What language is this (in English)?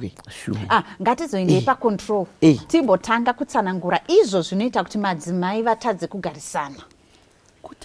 Shona